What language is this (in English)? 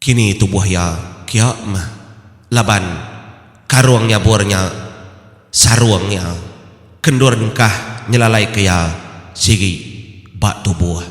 Iban